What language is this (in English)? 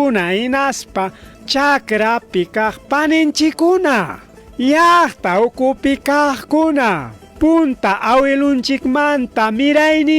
Ayacucho Quechua